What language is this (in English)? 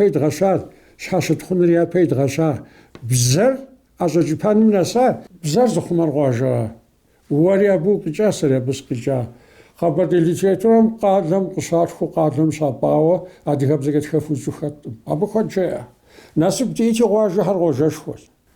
Kabardian